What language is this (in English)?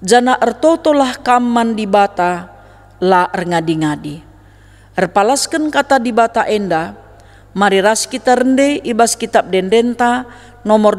Batak Karo